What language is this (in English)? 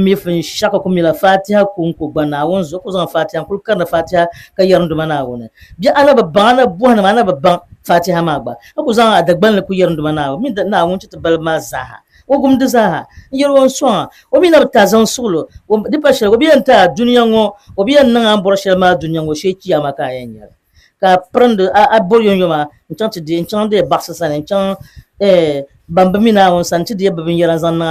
Dagbani